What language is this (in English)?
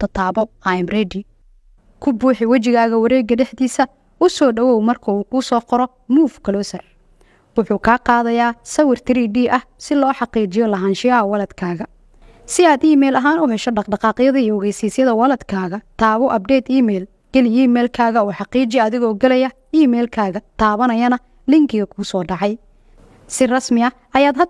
Somali